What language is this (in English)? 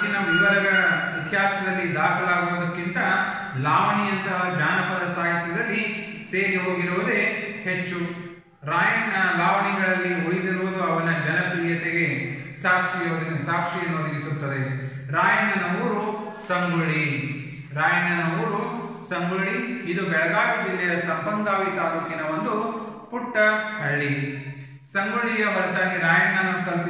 Kannada